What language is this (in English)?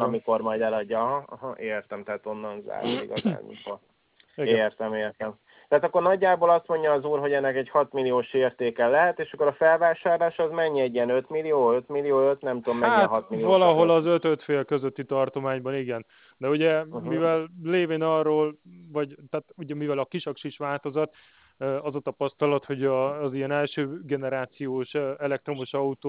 Hungarian